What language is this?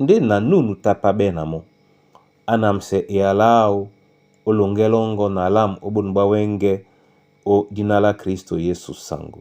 Duala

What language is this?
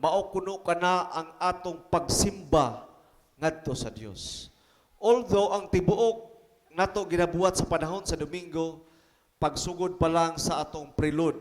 Cebuano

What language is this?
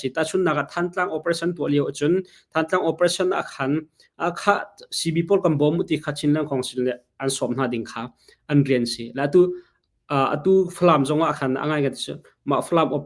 Hakha Chin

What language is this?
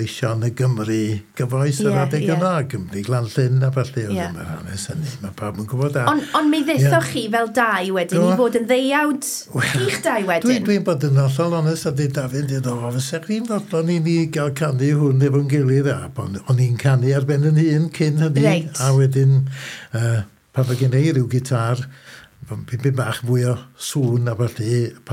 Welsh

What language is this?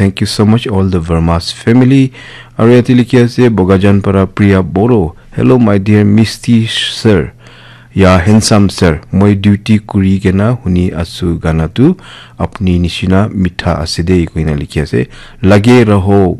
Naga Pidgin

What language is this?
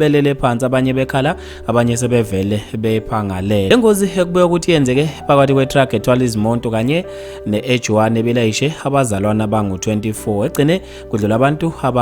Zulu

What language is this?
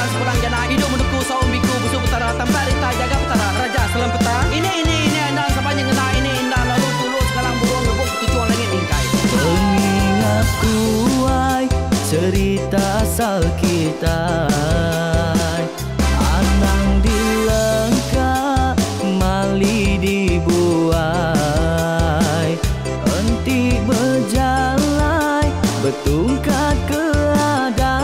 Iban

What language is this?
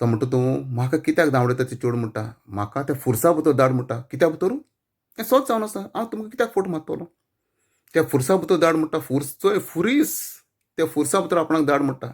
Konkani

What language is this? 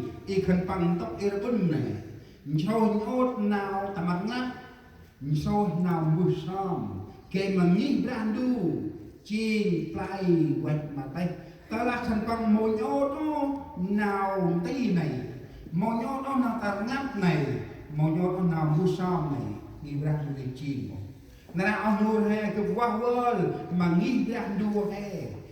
Central Mnong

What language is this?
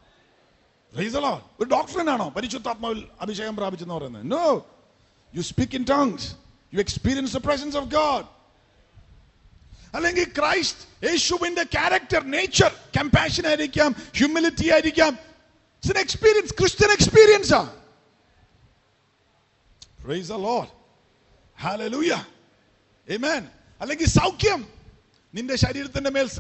Malayalam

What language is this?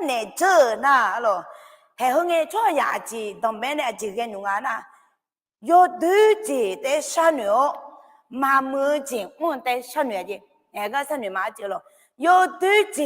Akha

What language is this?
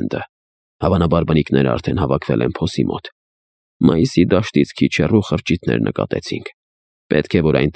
Armenian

